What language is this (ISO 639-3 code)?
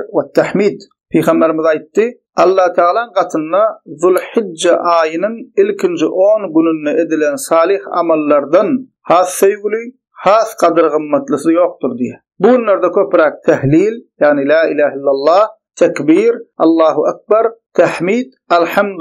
tuk